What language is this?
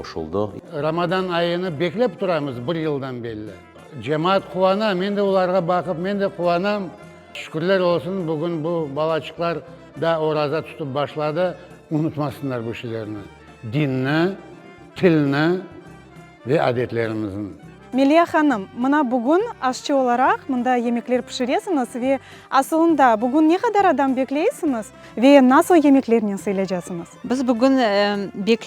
Crimean Tatar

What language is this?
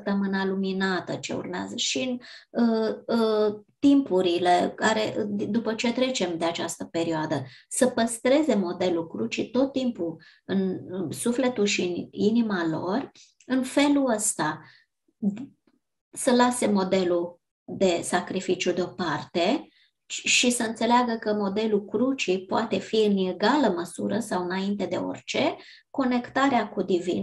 Romanian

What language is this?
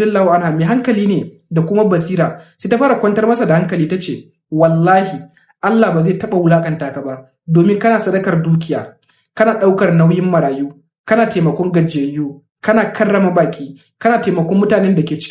Hausa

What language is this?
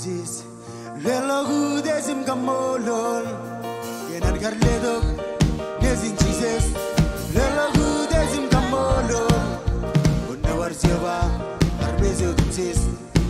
Marshallese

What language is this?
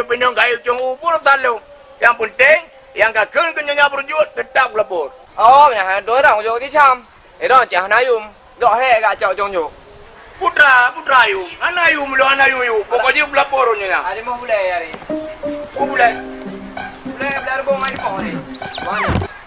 Achinese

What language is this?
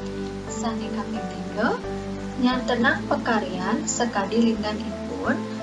Balinese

